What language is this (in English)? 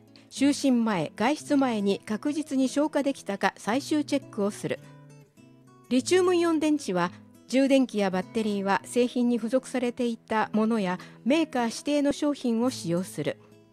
Japanese